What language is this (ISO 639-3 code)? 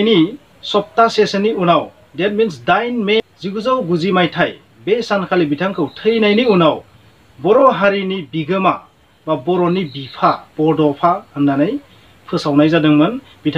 brx